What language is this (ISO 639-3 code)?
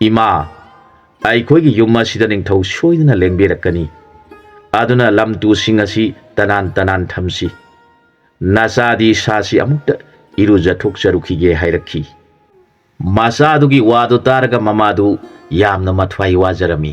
mni